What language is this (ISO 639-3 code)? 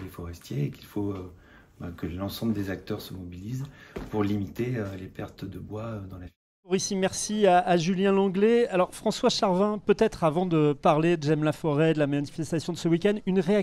fra